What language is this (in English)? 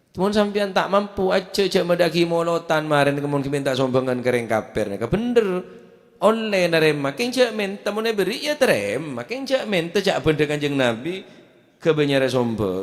Madurese